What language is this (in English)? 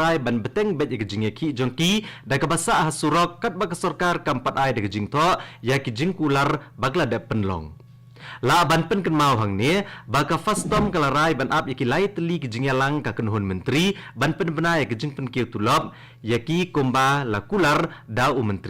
Khasi